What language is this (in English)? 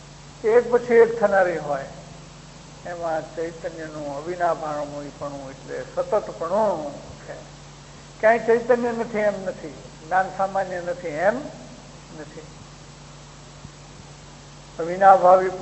Gujarati